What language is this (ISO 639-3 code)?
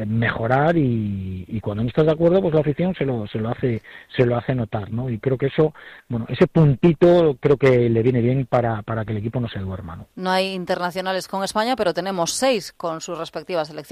spa